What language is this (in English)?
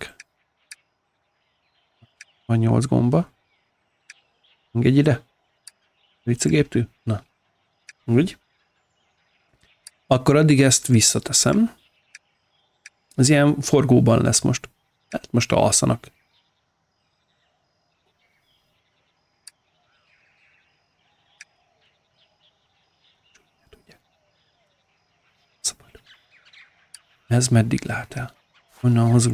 Hungarian